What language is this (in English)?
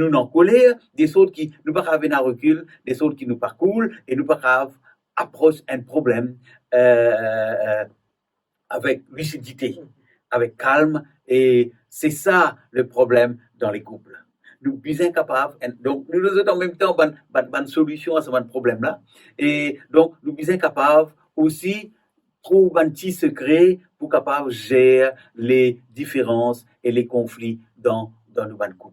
Morisyen